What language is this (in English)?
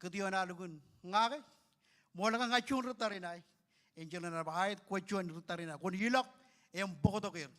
Marshallese